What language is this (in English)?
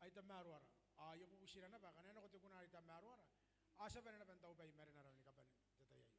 Gilbertese